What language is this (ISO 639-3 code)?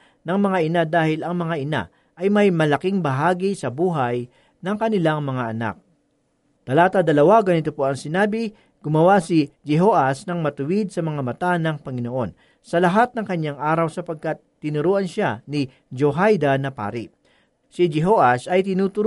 fil